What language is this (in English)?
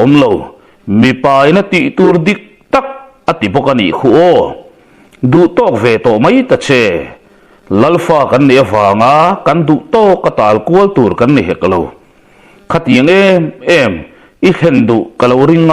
Mizo